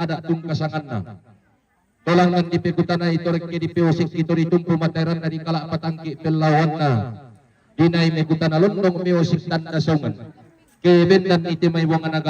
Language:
Toraja-Sa'dan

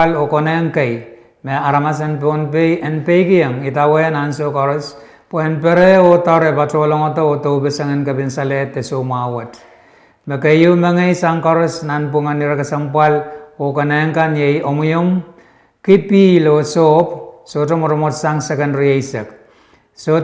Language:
Pohnpeian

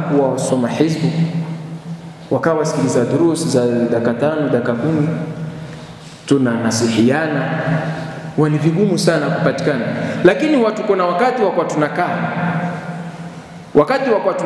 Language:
Swahili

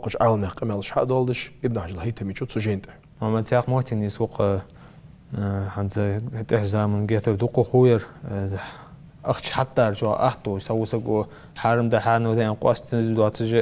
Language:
Ingush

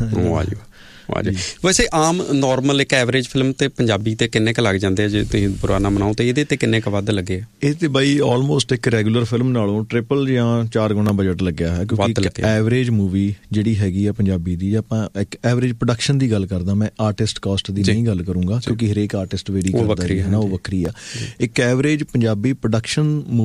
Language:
Punjabi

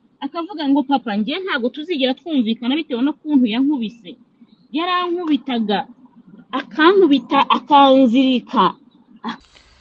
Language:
Kinyarwanda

